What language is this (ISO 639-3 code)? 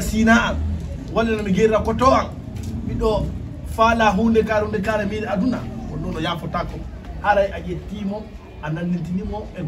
ful